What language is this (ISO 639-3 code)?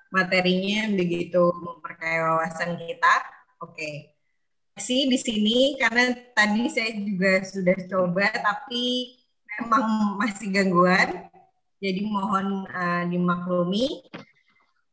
ind